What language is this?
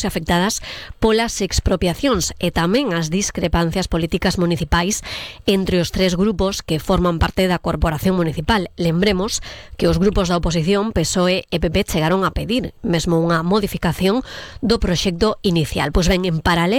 Galician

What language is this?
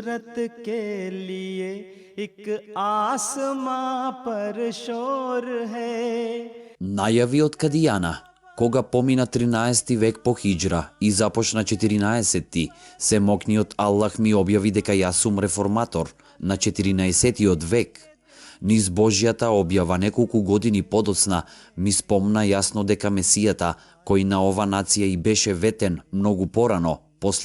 Macedonian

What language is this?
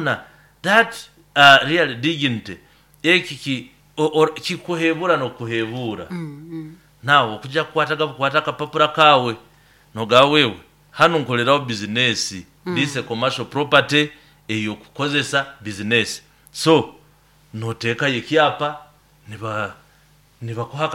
Nyoro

